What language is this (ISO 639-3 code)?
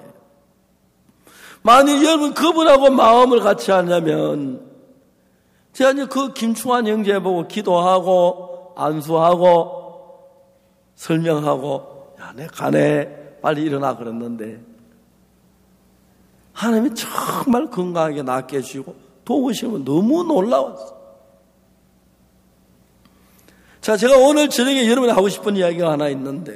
kor